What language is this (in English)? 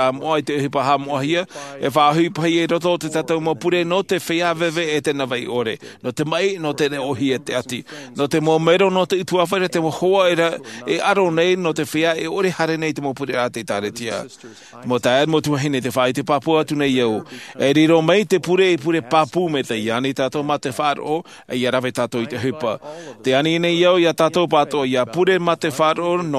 Tahitian